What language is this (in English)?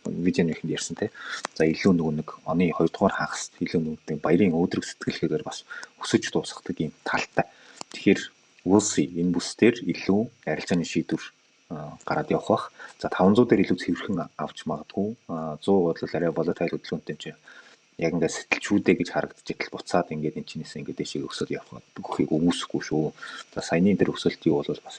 Mongolian